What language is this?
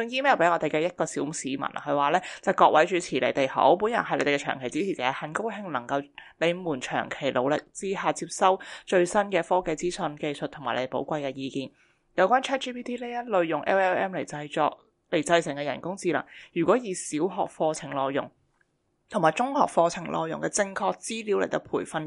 Cantonese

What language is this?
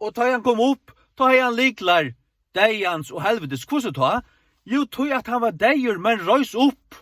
Faroese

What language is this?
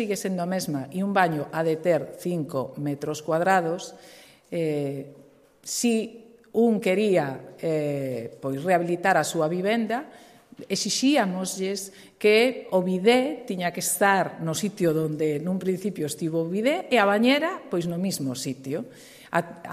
Galician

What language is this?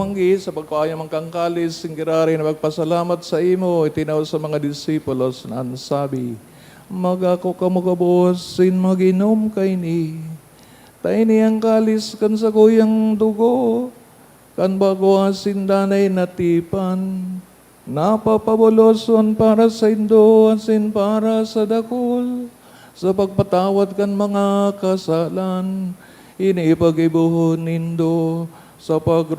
Bikol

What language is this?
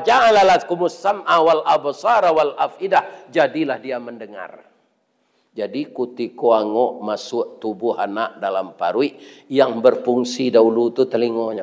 Minangkabau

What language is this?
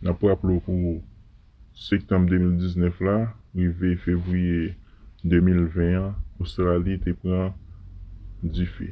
Haitian Creole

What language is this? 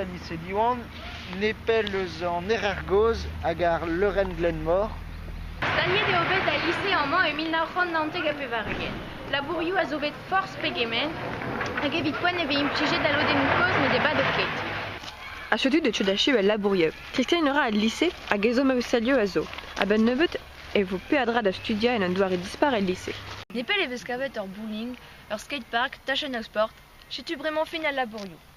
Breton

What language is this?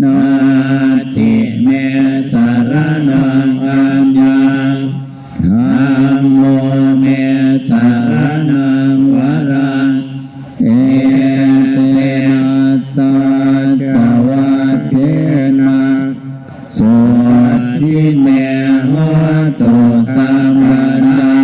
Pali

